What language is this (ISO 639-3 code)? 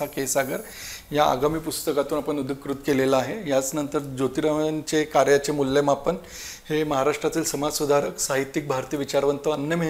mar